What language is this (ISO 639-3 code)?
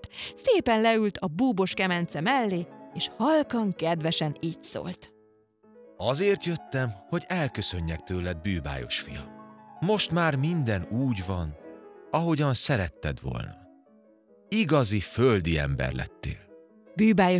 hun